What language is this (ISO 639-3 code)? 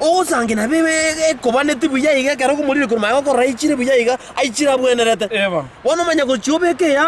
guz